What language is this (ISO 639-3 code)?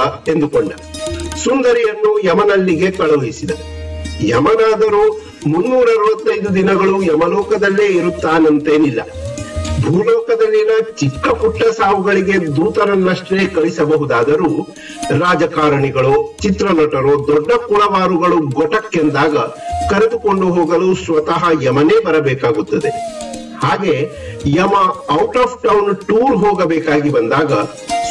kan